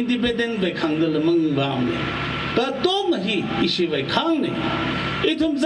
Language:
Tangkhul Naga (India)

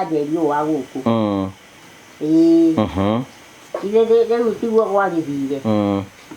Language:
Kikuyu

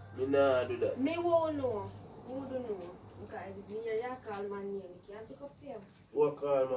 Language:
Jamaican Creole English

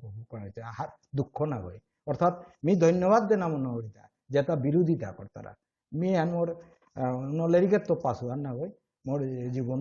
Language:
Bishnupriya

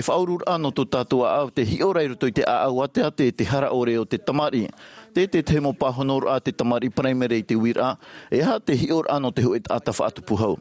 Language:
Tahitian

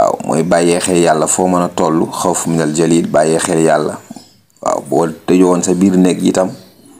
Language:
Wolof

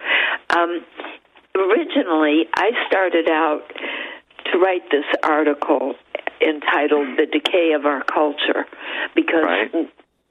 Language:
English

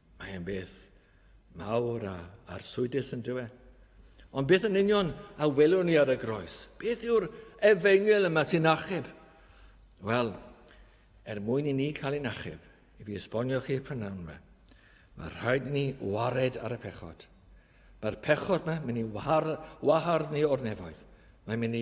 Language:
Welsh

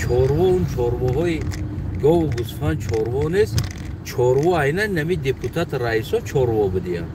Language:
Tajik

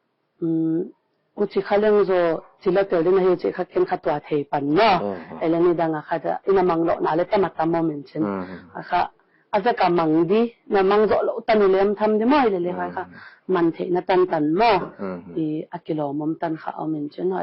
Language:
Paite Chin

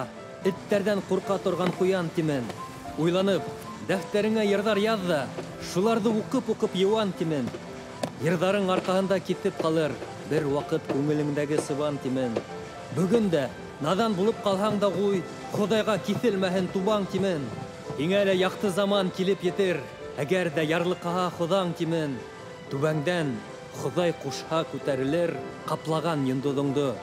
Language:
Bashkir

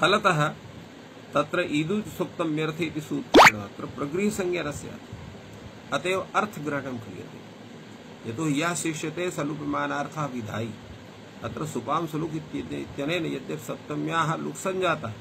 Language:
Sanskrit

